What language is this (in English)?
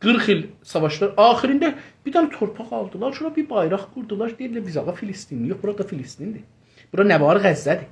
South Azerbaijani